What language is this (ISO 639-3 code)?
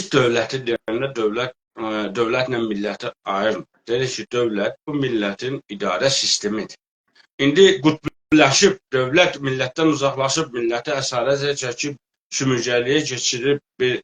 azb